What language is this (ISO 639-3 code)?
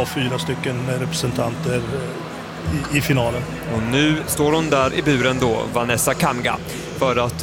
swe